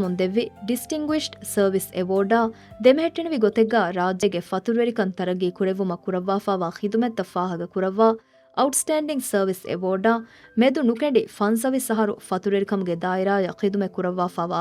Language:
Divehi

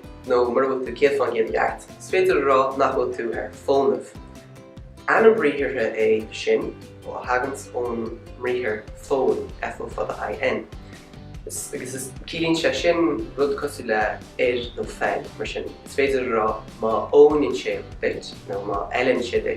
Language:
Irish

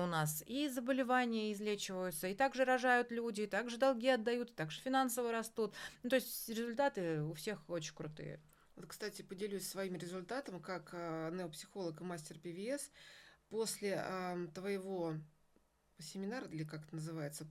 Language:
Russian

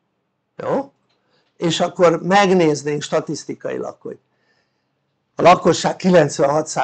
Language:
Hungarian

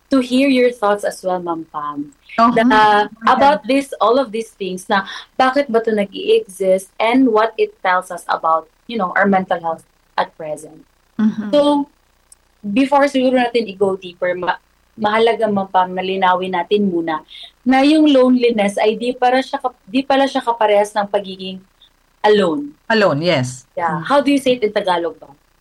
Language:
Filipino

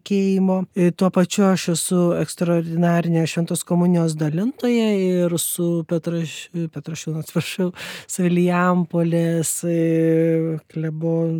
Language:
Lithuanian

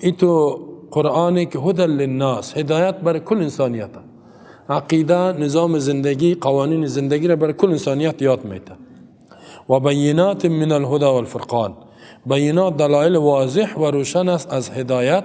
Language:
Persian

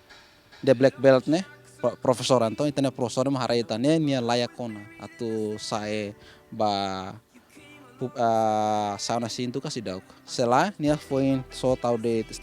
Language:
Tetum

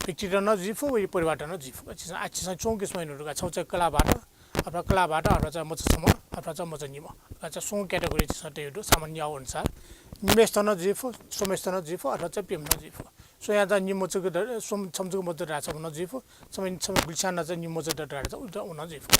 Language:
Newari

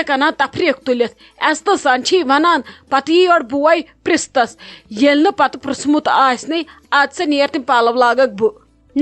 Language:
Kashmiri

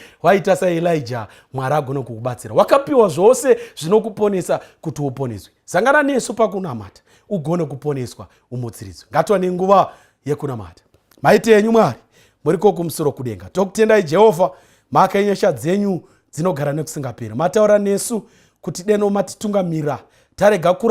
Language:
Shona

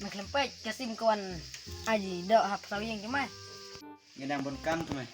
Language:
Khasi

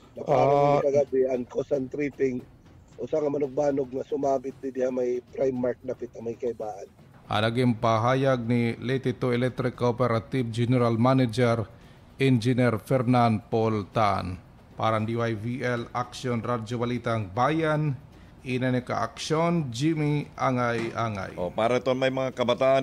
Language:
Waray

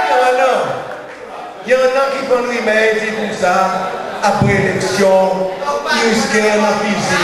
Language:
Seselwa Creole French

